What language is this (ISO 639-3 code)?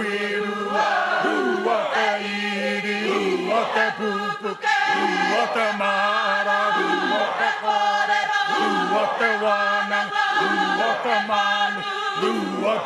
mri